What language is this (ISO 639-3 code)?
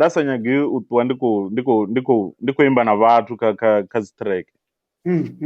ven